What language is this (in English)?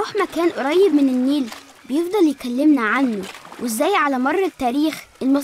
Egyptian Arabic